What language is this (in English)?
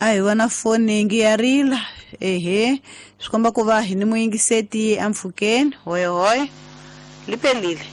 Tsonga